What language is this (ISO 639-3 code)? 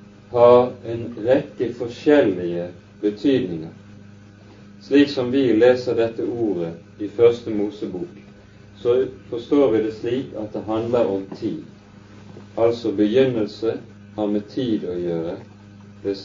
nor